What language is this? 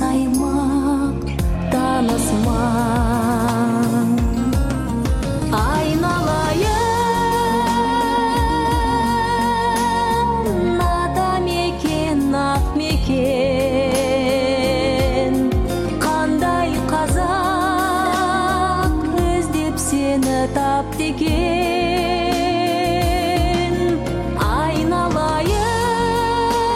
Kazakh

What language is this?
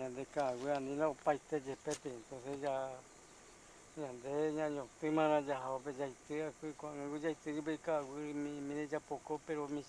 Guarani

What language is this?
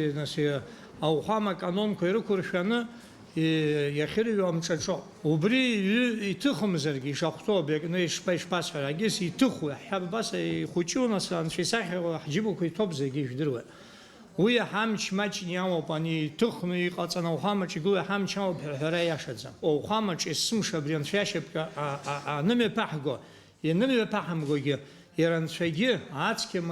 Abkhazian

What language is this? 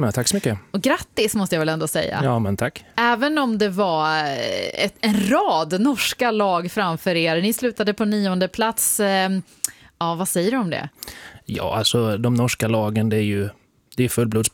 Swedish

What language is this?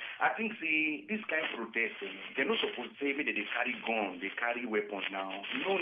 Nigerian Pidgin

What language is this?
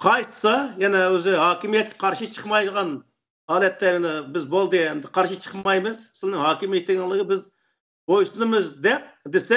Uyghur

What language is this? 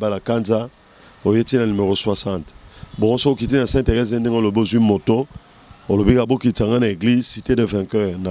Lingala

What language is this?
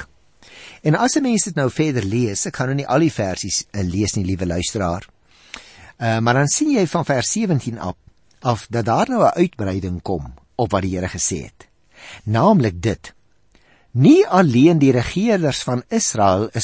Afrikaans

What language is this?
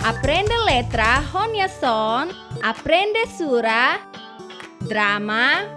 Tetum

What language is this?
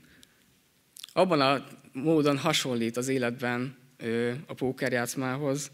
Hungarian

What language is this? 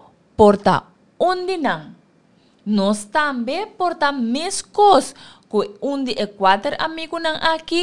Papiamento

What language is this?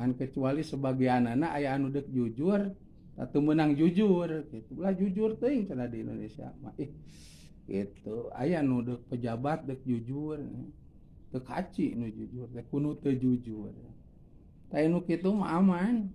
Sundanese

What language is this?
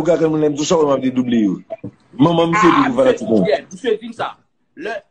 Haitian Creole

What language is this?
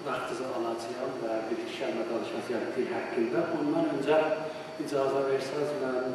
South Azerbaijani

